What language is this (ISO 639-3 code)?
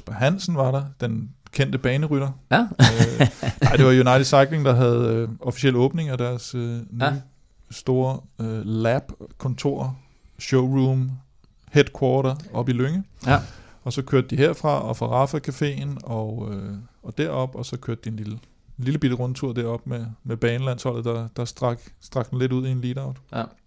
dan